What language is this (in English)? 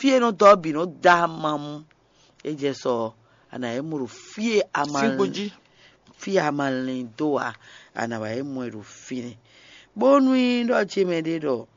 Fon